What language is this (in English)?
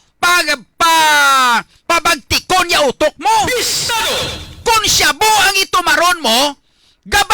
Hiligaynon